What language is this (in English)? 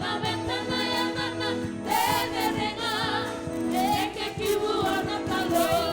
Fijian